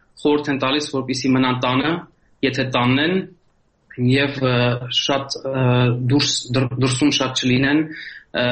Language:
Armenian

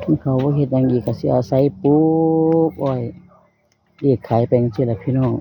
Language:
Northeastern Thai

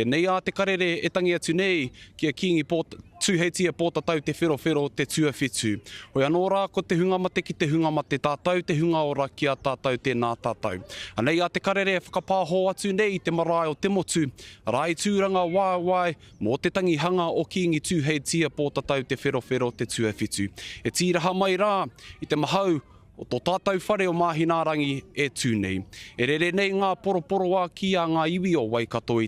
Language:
Māori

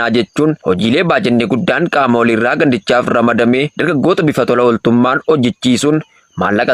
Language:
Oromo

